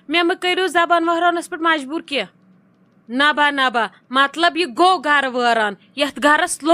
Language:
Kashmiri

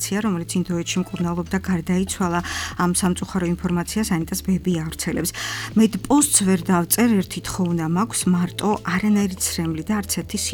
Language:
Georgian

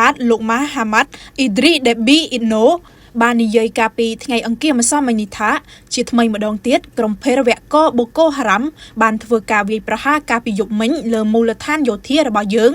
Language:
Khmer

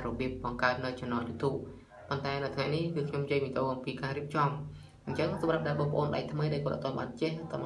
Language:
Khmer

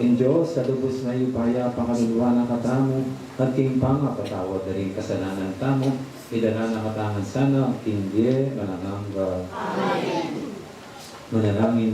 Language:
Pampanga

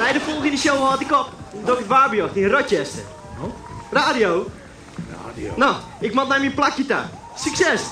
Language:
Western Frisian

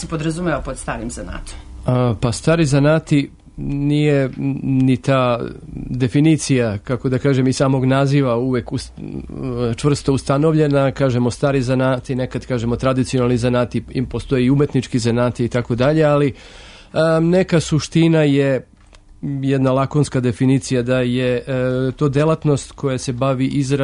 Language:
Serbian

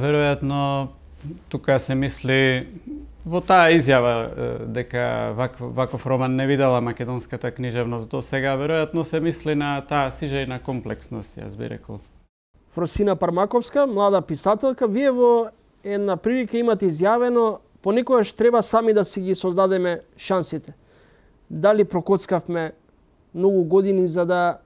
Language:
Macedonian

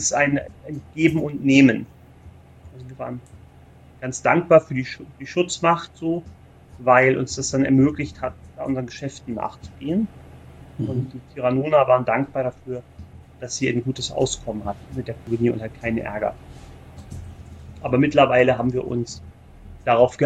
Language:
German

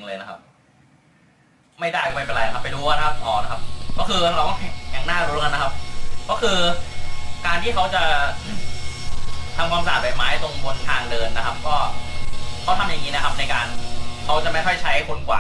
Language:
Thai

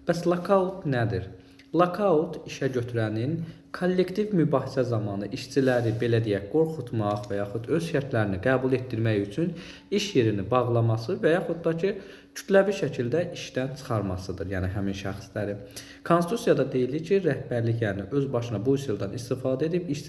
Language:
Azerbaijani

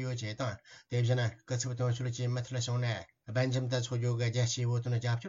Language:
Tibetan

